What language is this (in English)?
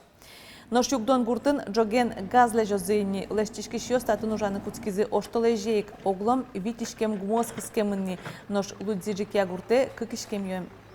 Udmurt